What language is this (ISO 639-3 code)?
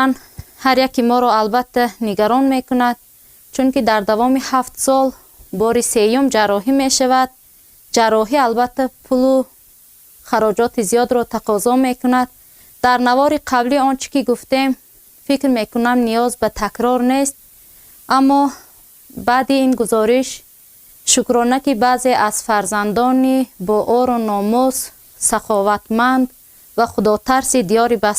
tgk